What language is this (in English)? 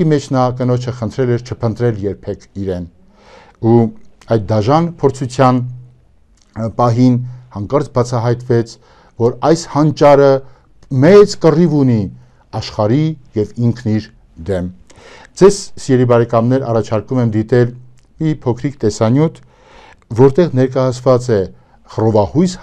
Armenian